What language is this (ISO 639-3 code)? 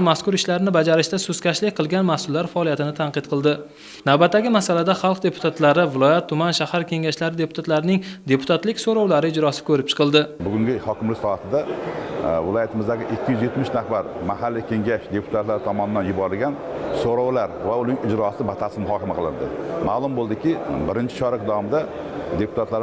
uzb